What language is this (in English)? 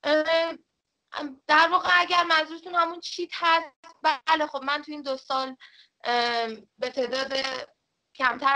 Persian